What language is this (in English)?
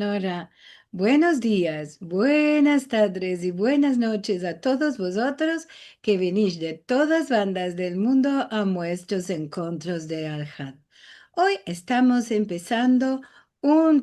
Ladino